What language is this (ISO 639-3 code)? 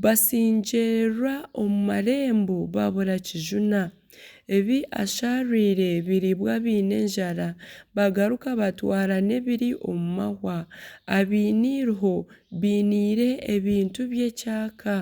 nyn